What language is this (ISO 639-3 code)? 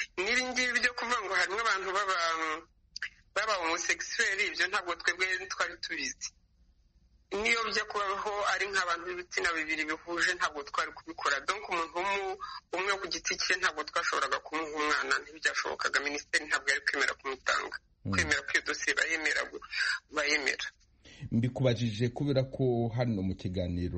kin